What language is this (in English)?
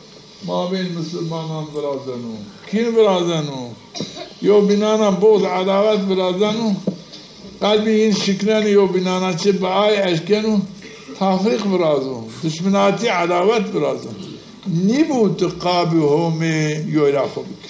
Zaza